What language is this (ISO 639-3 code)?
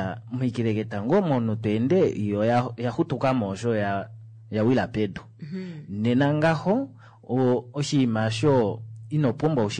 kua